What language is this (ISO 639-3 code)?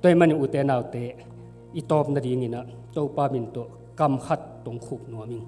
ctd